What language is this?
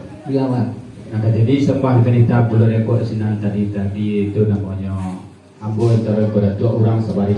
Minangkabau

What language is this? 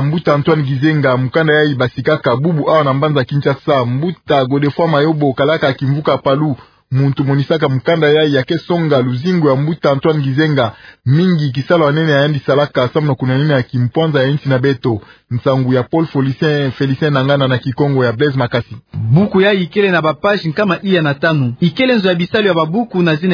Kituba (Democratic Republic of Congo)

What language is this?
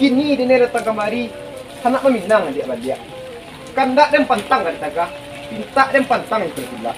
Minangkabau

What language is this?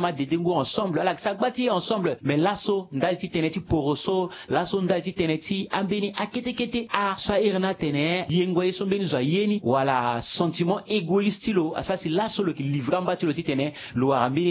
Sango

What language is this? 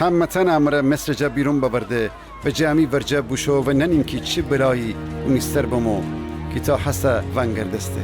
Gilaki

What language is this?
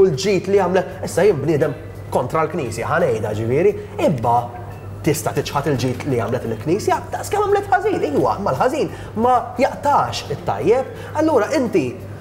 Maltese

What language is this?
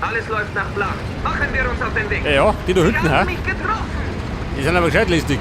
Bavarian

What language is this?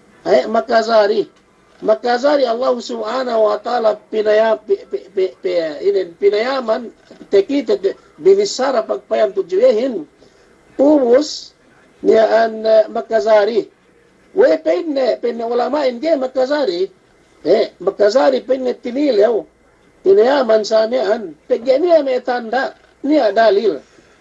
Yakan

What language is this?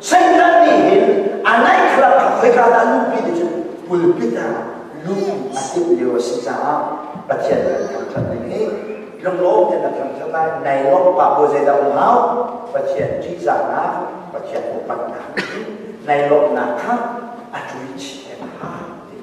Hakha Chin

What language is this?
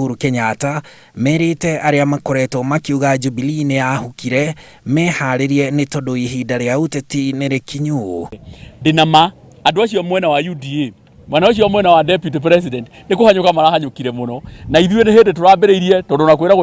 Kikuyu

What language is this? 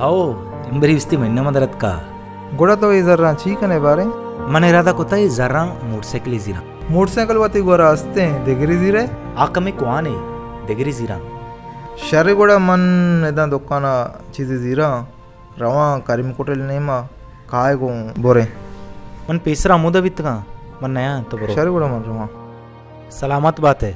Baluchi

